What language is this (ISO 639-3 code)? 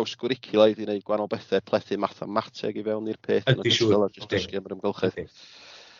cym